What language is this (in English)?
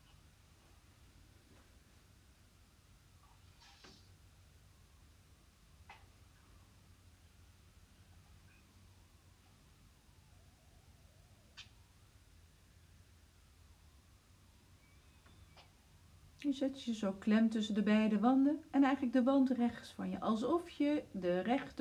Dutch